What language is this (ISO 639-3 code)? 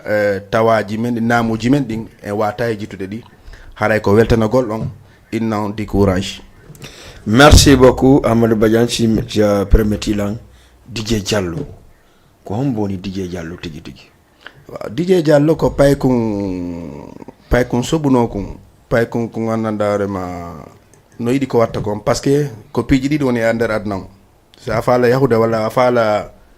ful